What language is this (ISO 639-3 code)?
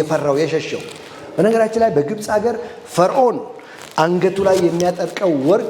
amh